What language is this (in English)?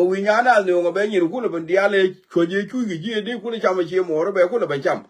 Nuer